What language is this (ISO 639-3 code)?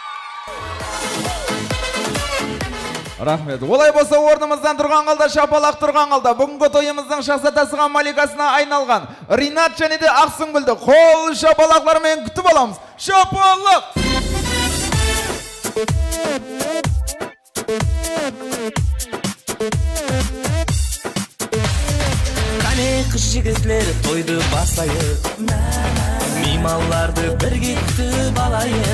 kaz